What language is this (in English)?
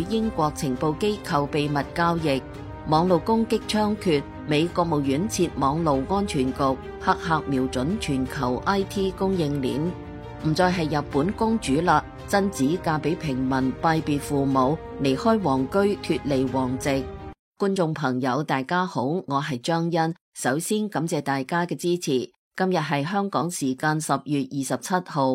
Cantonese